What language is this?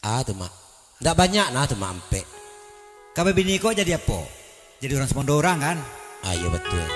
Minangkabau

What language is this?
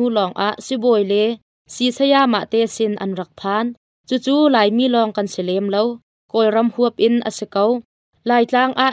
Hakha Chin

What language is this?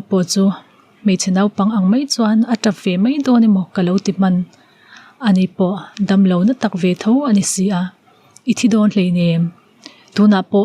Mizo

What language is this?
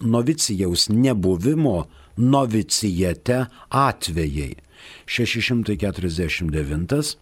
Lithuanian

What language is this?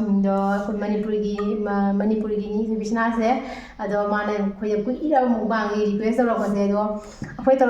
Manipuri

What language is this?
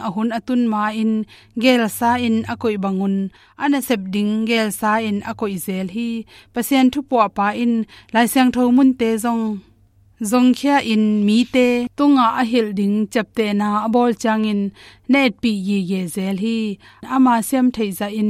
Tedim Chin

